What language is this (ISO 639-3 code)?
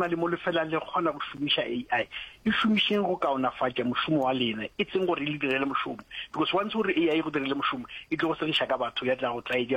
nso